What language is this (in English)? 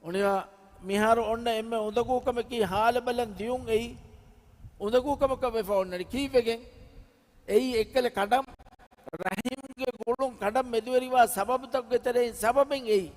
Divehi